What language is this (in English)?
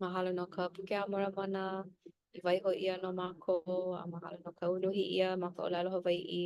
Hawaiian